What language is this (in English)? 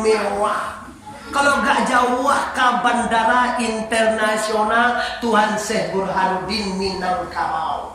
Minangkabau